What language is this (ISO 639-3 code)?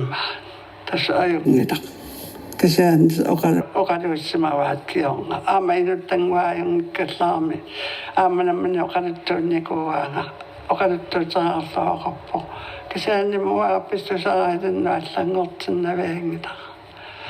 kal